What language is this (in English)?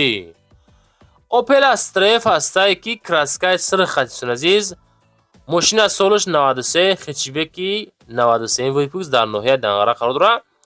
Tajik